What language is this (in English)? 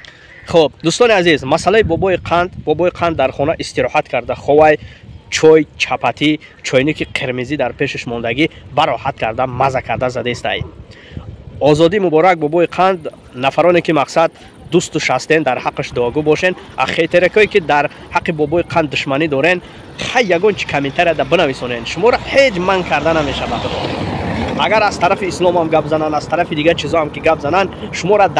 Tajik